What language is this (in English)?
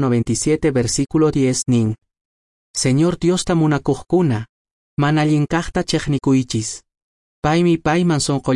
Quechua